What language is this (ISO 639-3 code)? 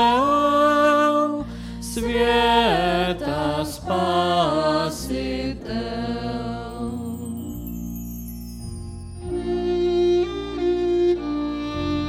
ces